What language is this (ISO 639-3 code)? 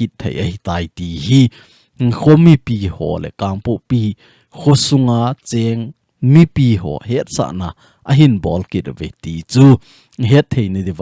tcz